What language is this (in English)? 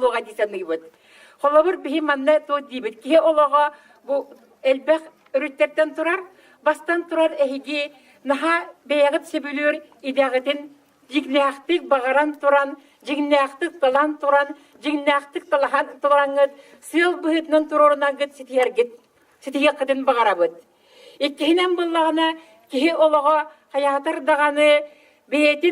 Yakut